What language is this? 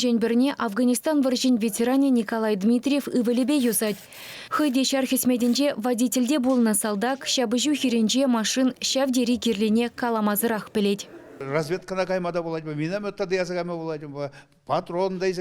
Chuvash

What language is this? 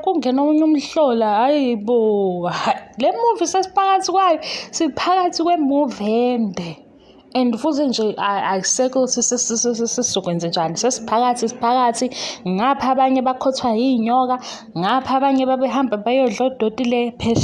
Zulu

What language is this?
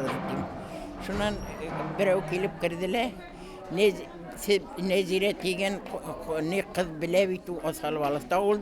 Bashkir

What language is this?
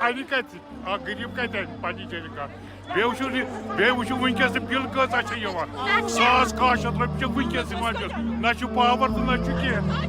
Kashmiri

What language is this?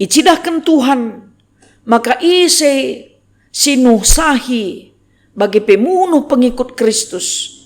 Batak Karo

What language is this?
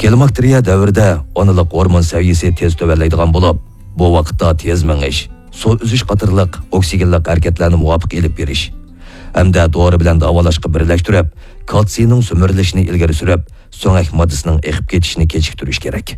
Uyghur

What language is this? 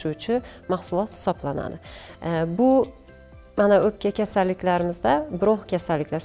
Uzbek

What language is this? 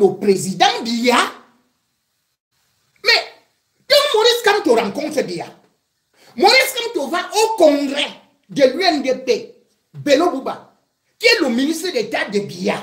French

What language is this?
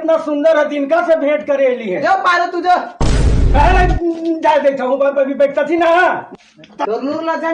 Magahi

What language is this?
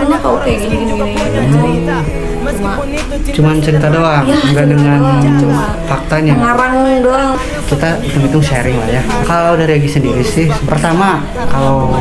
Indonesian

